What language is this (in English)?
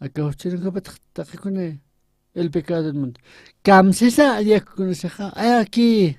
Aymara